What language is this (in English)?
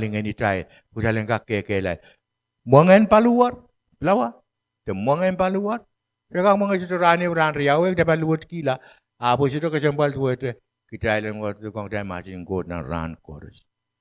Pohnpeian